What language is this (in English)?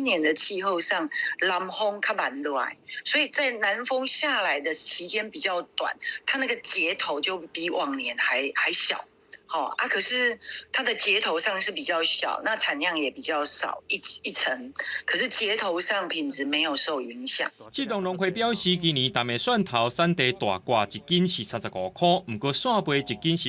Min Nan Chinese